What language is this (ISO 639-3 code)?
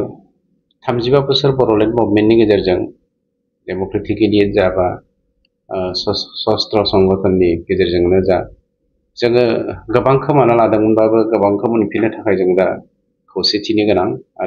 brx